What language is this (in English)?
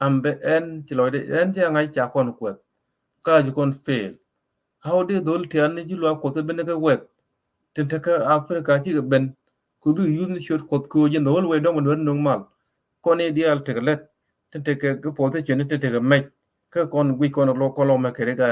Nuer